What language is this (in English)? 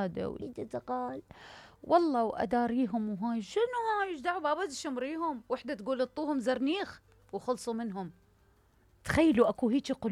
Mesopotamian Arabic